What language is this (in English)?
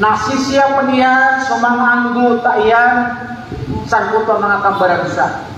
Maranao